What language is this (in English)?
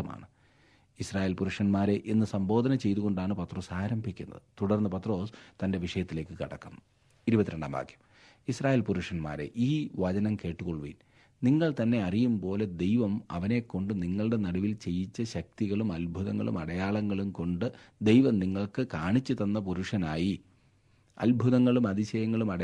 Malayalam